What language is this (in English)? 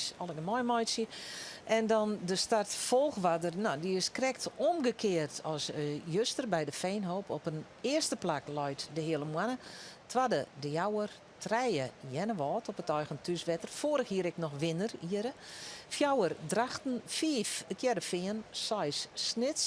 Western Frisian